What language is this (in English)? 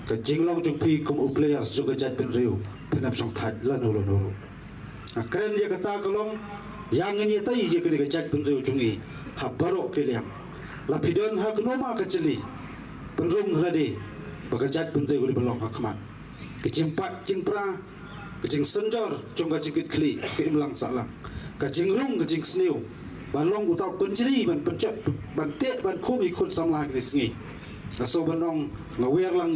Khasi